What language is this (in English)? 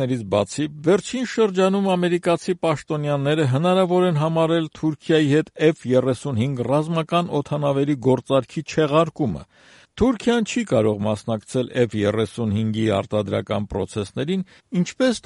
Armenian